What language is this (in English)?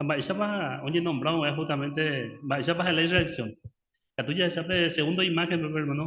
Guarani